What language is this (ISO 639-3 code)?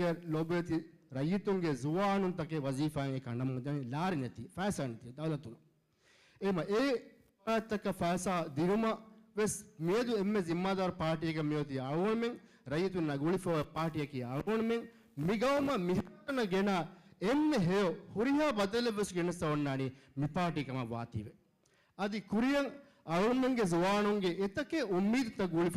div